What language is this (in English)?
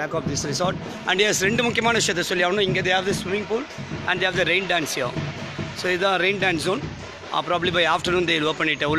Tamil